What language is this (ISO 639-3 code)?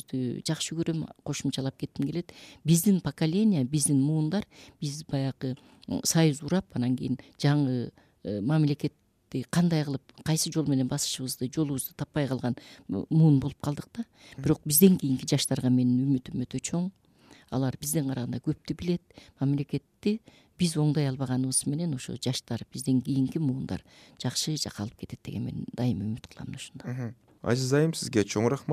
kir